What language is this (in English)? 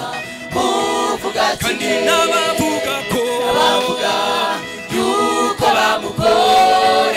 Kinyarwanda